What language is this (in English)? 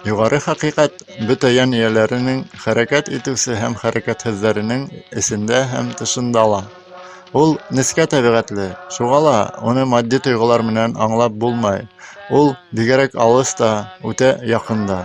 Bashkir